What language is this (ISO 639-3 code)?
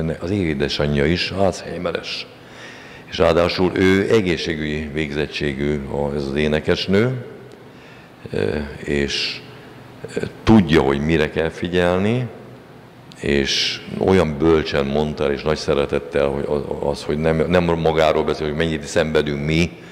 hun